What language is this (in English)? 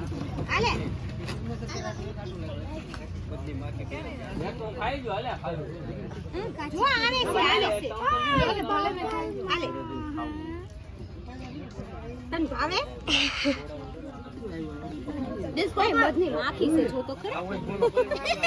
Gujarati